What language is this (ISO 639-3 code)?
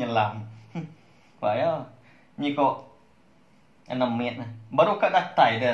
iba